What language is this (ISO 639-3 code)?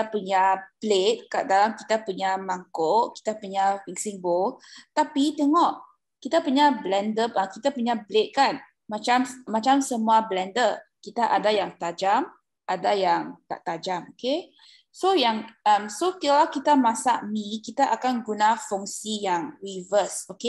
msa